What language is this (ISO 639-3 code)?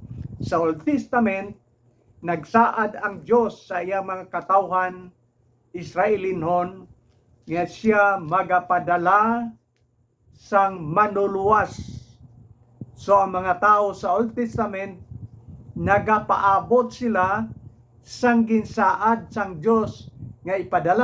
hil